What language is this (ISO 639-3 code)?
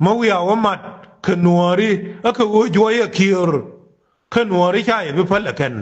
nus